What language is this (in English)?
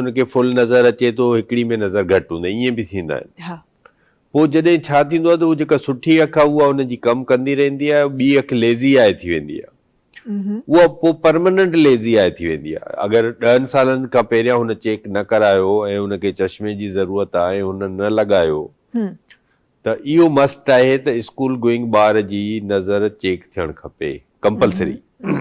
Sindhi